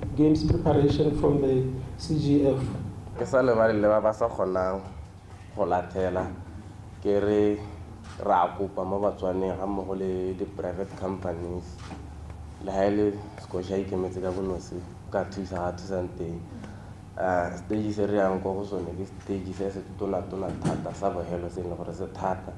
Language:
Tswana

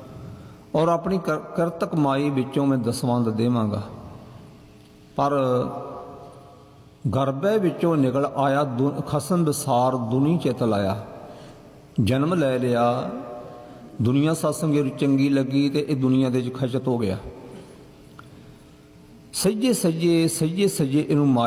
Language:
Punjabi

